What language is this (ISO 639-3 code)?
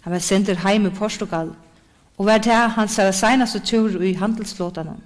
fao